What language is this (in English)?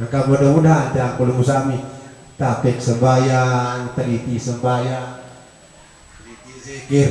Sasak